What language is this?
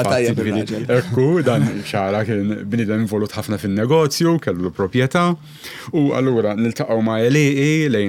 Maltese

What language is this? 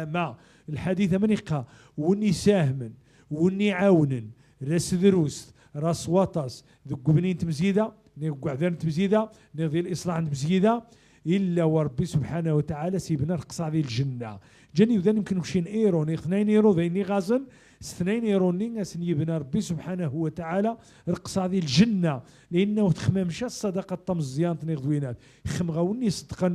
Moroccan Arabic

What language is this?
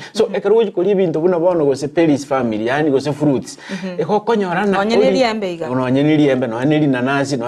Gusii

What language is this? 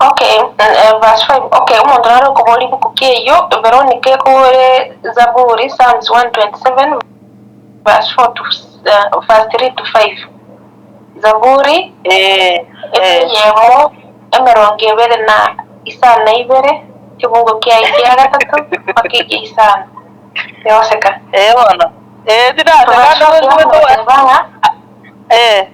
Gusii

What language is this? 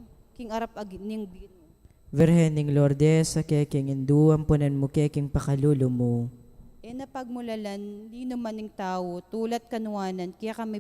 Pampanga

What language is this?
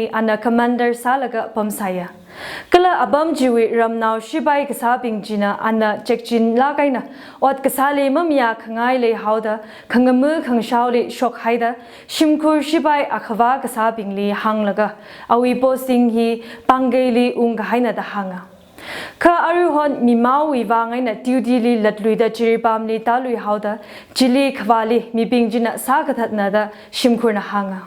Tangkhul Naga (India)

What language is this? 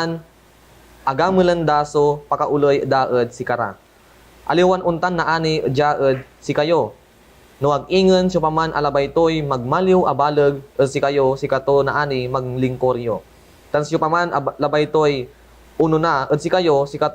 Pangasinan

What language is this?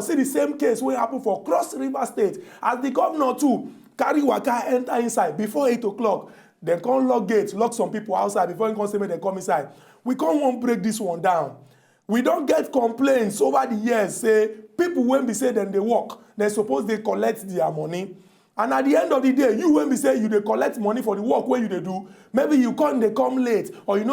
Nigerian Pidgin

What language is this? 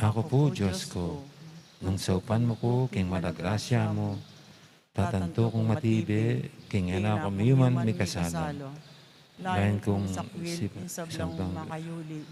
Pampanga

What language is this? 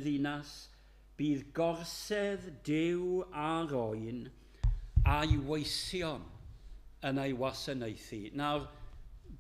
Welsh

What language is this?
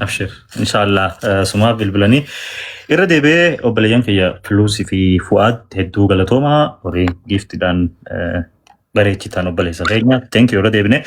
Oromo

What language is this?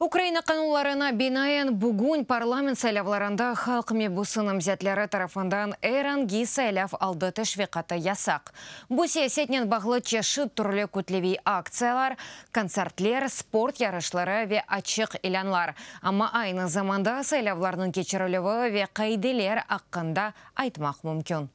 Crimean Tatar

